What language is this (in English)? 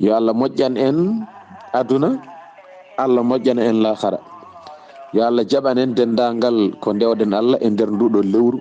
Fula